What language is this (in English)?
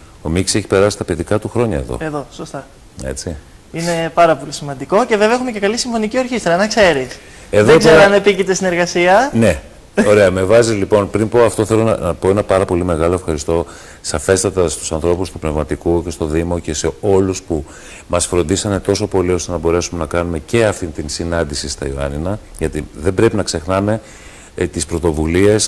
Greek